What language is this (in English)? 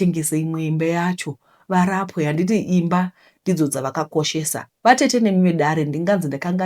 Shona